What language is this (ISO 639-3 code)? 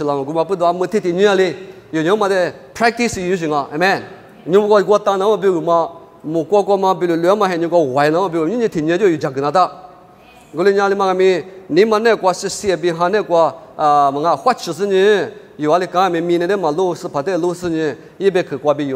lis